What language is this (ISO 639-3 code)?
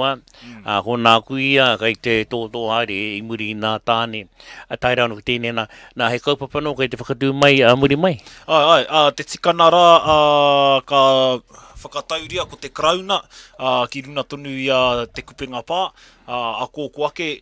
mri